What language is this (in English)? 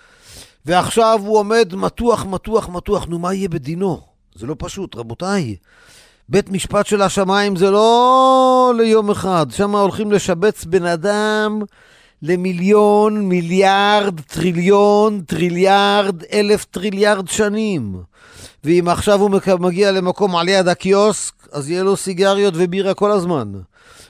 Hebrew